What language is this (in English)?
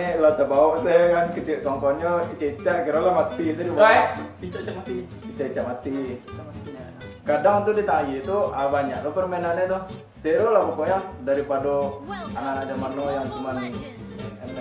Minangkabau